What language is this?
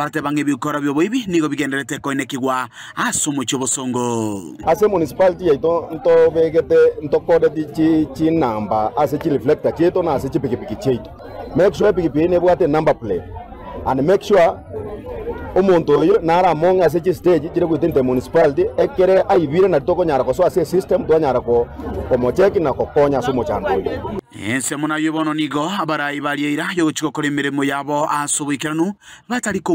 Gusii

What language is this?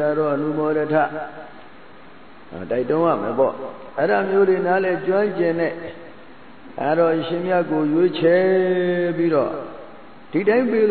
Burmese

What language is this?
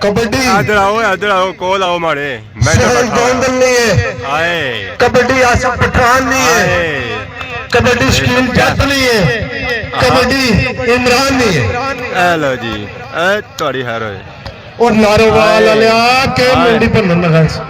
Pahari-Potwari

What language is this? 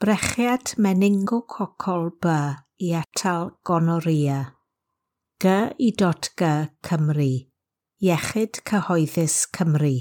Welsh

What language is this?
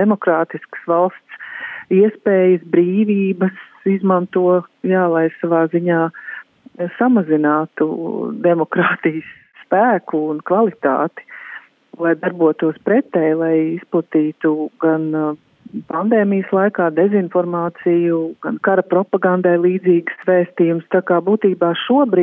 Latvian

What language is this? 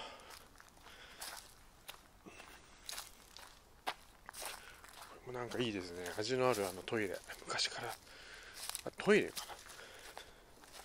Japanese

